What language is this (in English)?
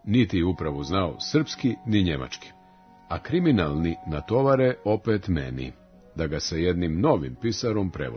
Serbian